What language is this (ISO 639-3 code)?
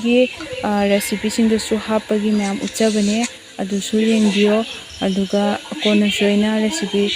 mni